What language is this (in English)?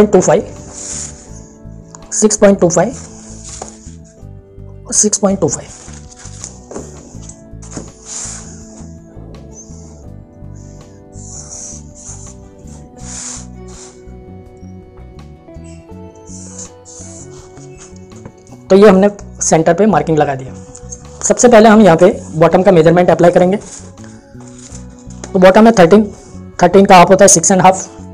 Hindi